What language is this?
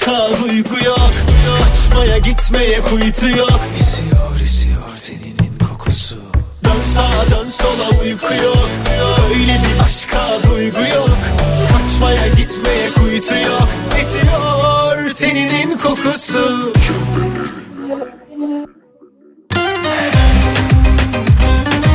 Turkish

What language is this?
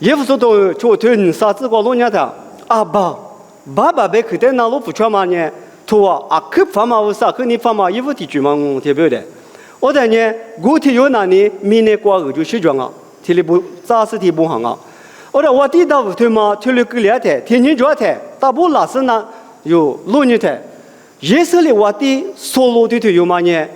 Lisu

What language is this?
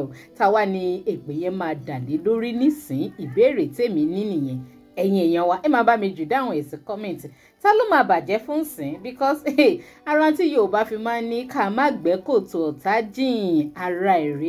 Yoruba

